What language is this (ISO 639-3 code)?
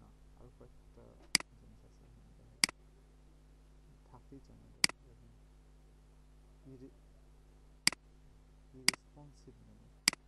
ben